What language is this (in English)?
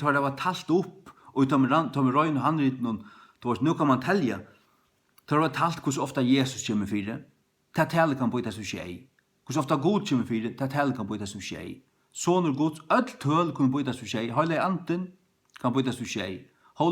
Faroese